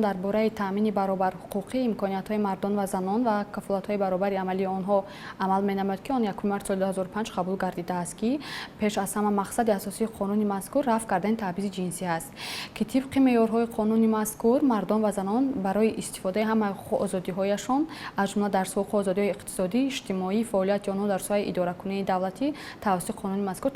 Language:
Tajik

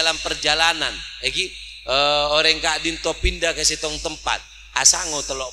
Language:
Madurese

